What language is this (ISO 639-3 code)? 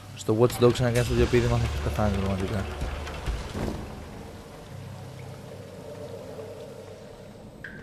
ell